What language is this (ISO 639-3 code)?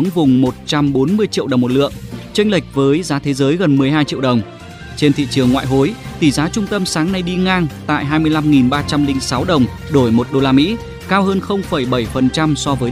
vie